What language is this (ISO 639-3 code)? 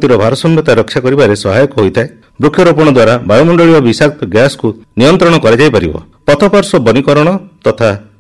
ori